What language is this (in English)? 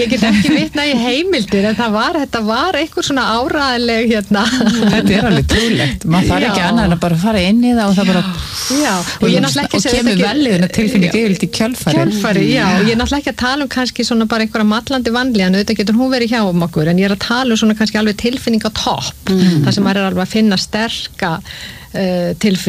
Icelandic